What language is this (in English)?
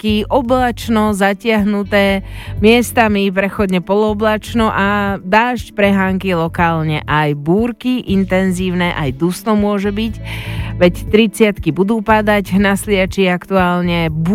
Slovak